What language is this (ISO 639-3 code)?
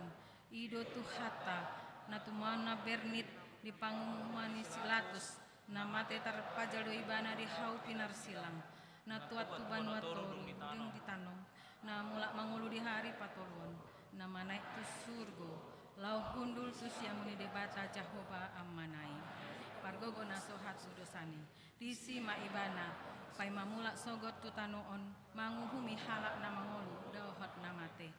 bbc